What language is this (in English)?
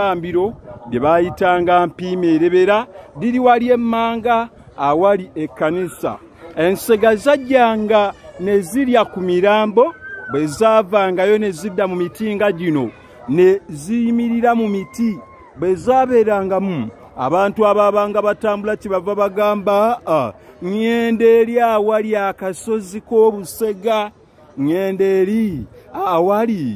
Ganda